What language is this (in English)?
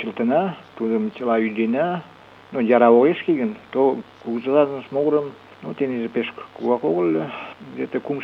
Mari